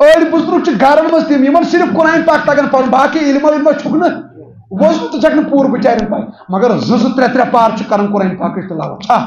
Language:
Kashmiri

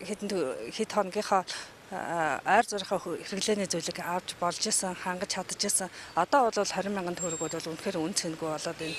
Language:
Mongolian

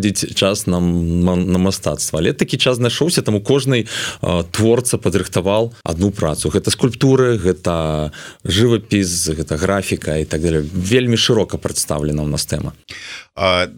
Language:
Belarusian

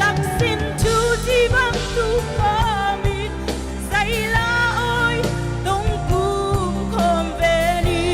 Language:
Paite Chin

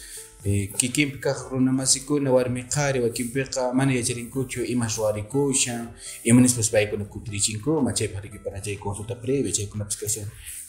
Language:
Quechua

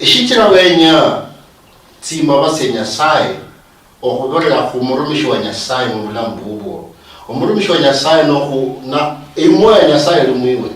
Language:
Luyia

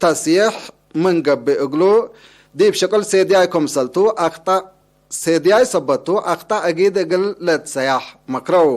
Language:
Tigre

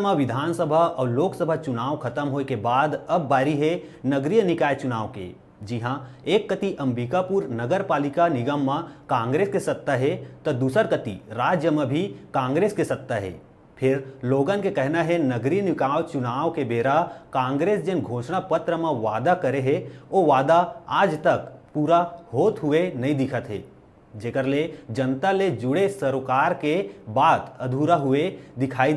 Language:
Chhattisgarhi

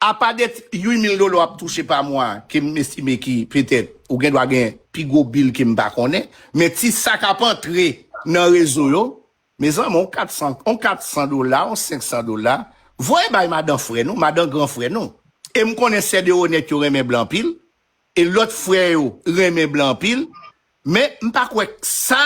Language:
Haitian Creole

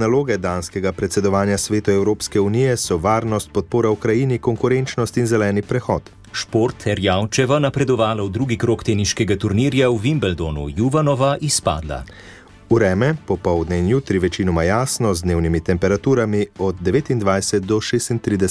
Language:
Slovenian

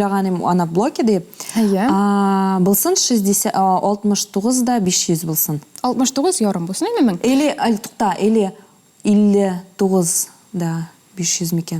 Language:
Tatar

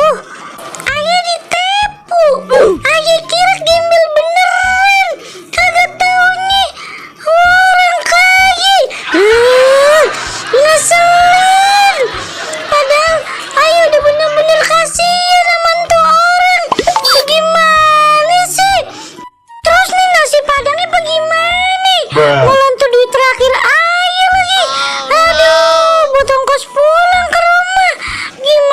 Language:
Betawi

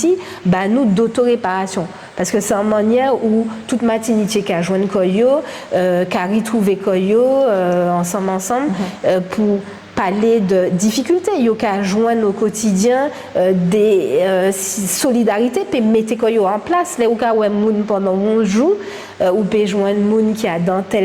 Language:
Guadeloupean Creole French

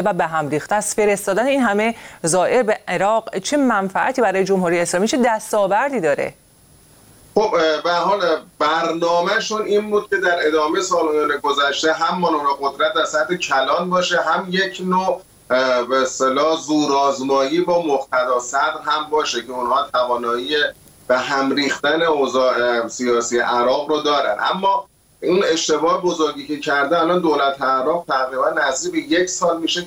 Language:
Persian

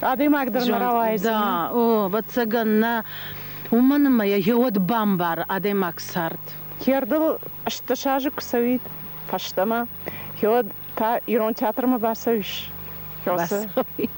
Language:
Ossetic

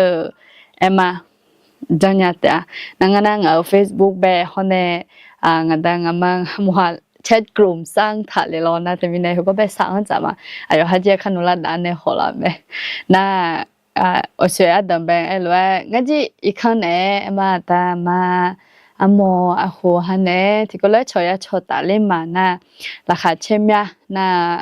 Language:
Akha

